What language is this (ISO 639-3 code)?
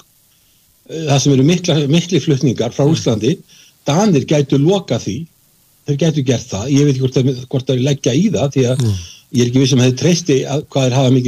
isl